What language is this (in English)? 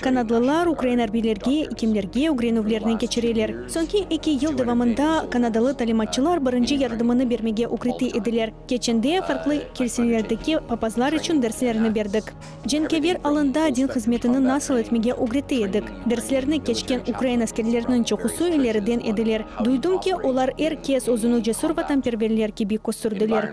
Crimean Tatar